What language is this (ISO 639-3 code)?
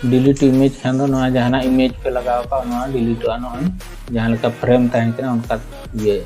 sat